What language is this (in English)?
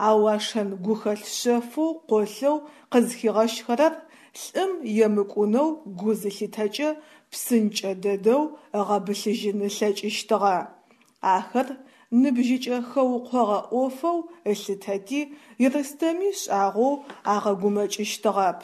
Adyghe